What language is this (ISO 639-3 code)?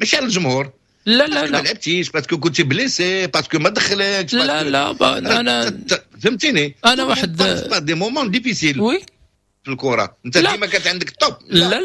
ary